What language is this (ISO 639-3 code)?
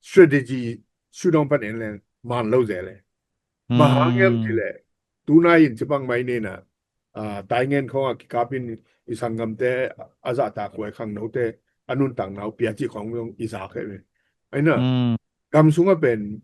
ctd